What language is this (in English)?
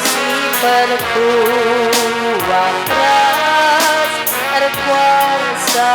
Batak Karo